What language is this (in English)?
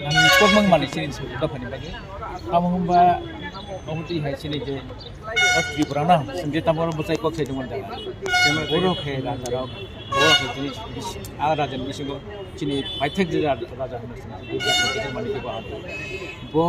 Kok Borok